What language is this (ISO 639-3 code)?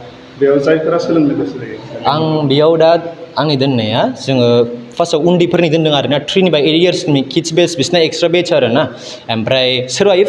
brx